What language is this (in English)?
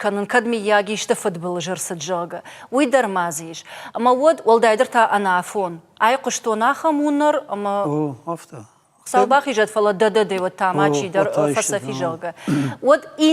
Ossetic